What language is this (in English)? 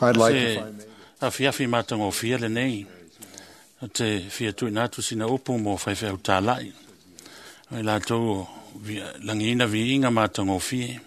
Samoan